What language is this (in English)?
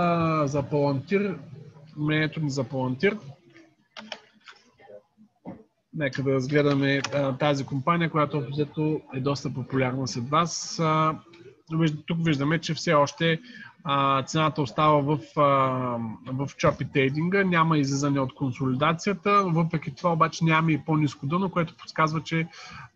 Bulgarian